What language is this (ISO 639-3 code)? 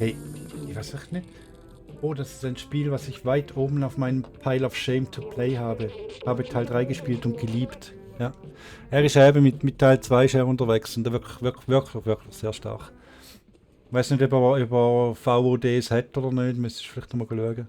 gsw